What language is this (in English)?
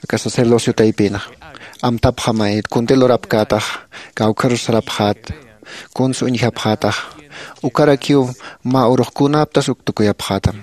Aymara